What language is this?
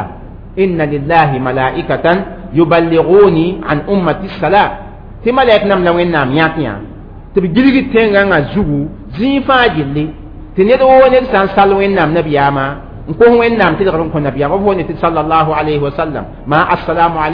Mossi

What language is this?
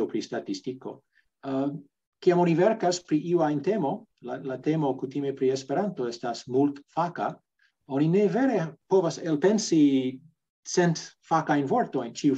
Esperanto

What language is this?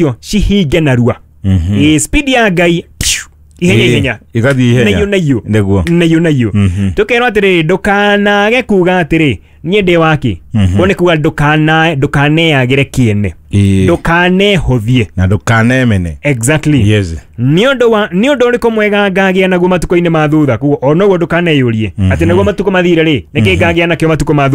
Kikuyu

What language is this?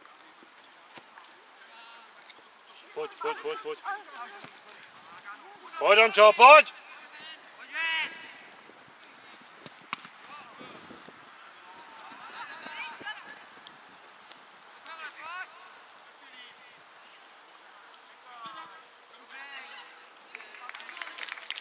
Czech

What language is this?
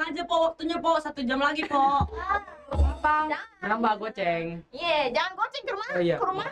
Betawi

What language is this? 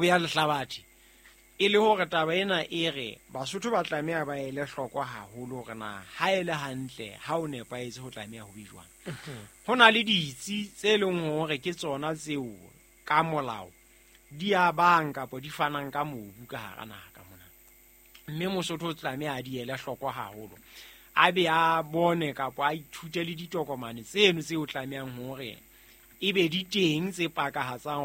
Southern Sotho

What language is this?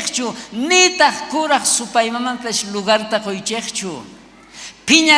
South Bolivian Quechua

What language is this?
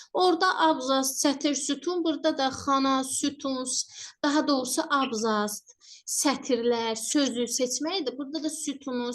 Azerbaijani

